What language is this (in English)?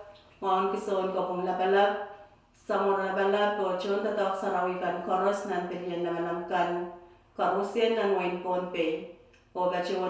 Pohnpeian